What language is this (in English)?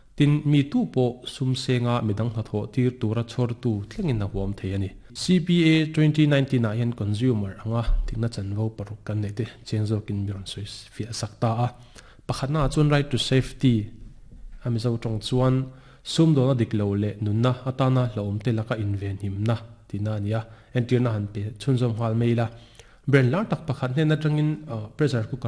Mizo